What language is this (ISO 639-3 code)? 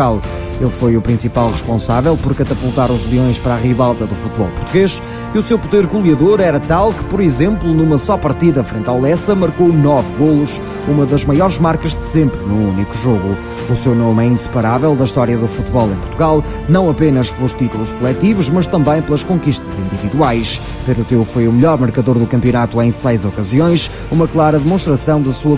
por